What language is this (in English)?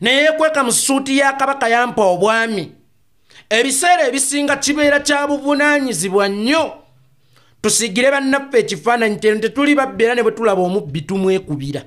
Ganda